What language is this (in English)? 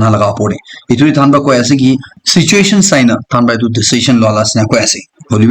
Naga Pidgin